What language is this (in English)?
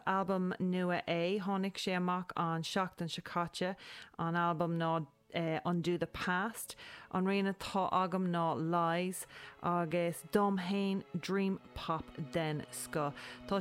Irish